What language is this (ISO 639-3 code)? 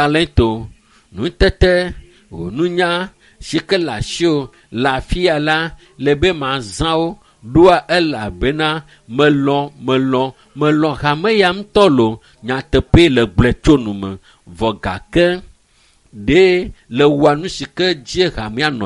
ewe